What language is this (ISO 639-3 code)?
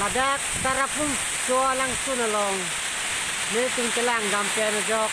mjw